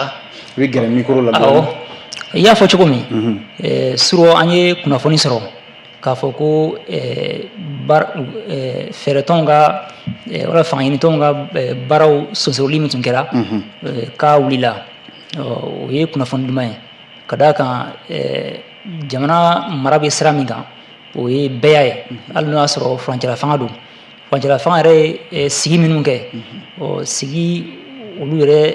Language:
Bambara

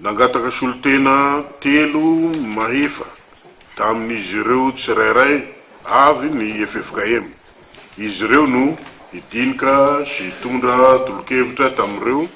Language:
Malagasy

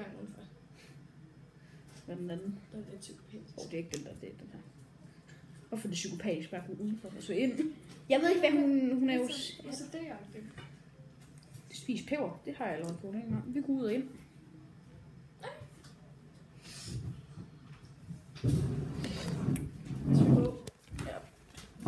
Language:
Danish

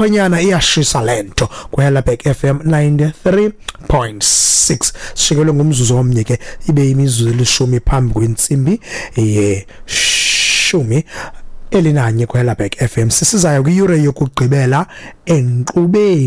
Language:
Xhosa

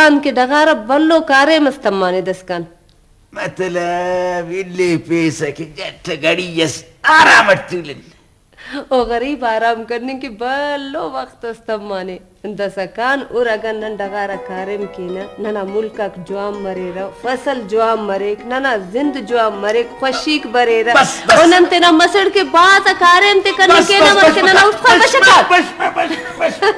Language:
Brahui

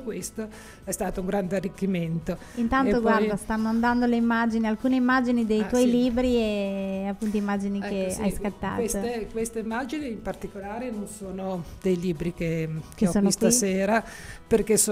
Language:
Italian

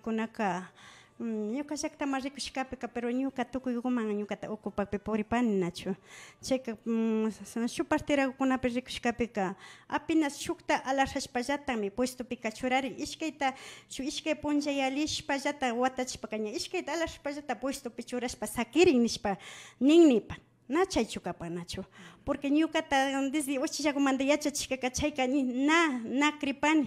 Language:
Imbabura Highland Quichua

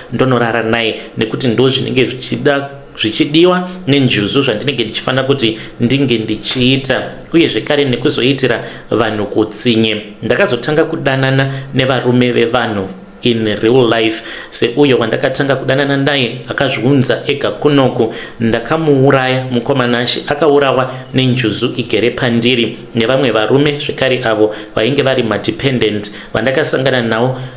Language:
Shona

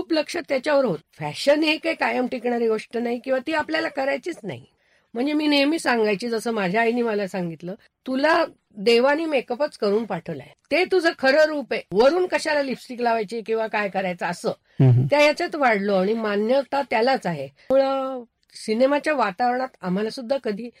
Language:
Marathi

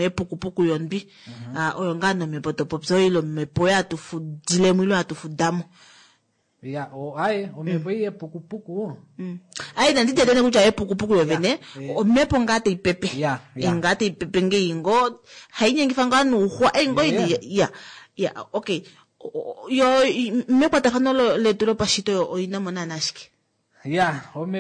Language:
Kuanyama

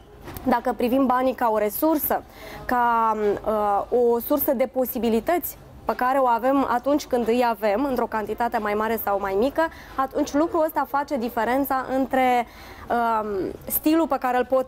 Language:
Romanian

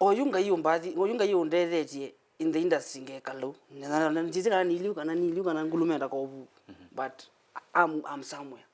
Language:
Kamba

